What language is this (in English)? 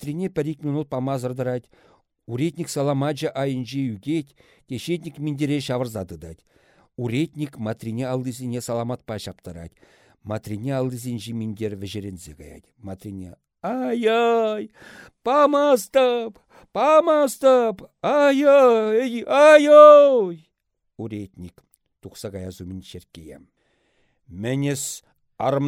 Chuvash